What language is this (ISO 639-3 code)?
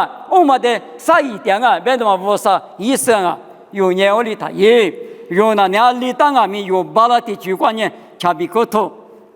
lis